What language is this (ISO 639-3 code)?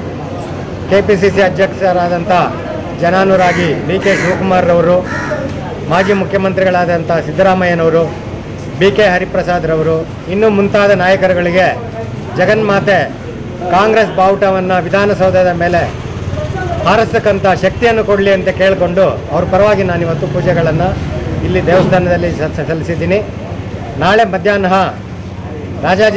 kan